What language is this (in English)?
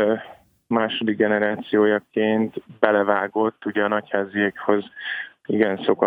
Hungarian